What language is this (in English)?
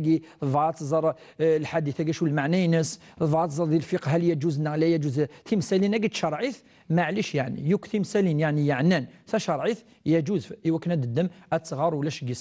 Kabyle